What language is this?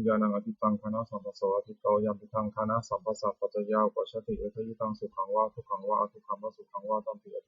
Pali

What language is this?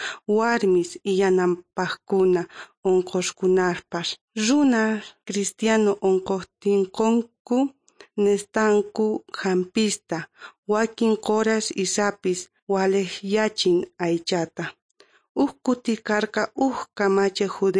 South Bolivian Quechua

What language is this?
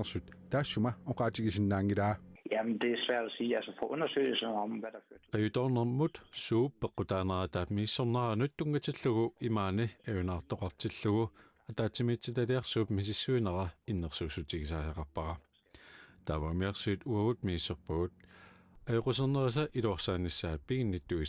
Kalaallisut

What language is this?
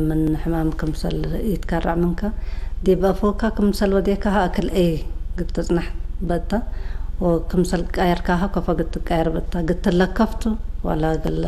Tigre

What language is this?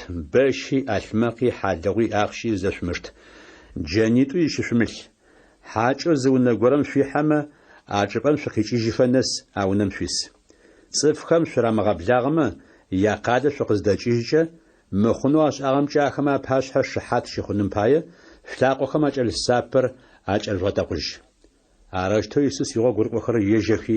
Adyghe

